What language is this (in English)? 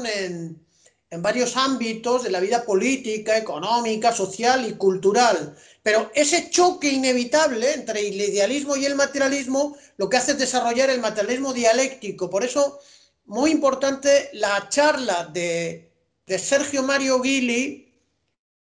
Spanish